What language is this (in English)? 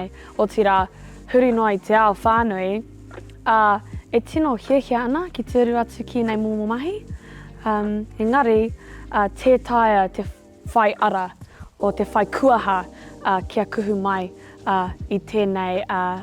Māori